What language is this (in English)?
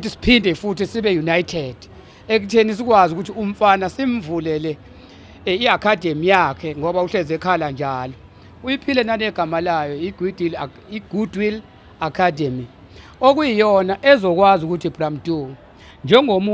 Zulu